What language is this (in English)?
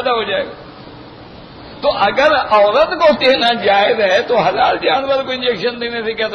Urdu